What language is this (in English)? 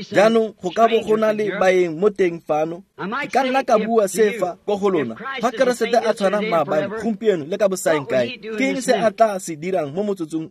Tswana